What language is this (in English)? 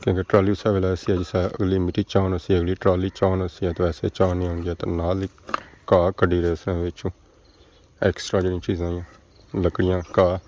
Pahari-Potwari